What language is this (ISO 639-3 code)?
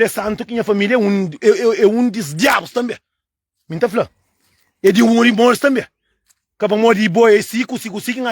kea